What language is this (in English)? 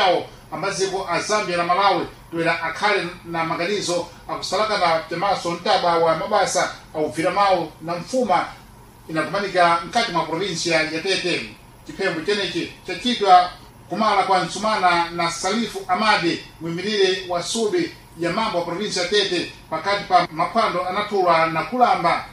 Sena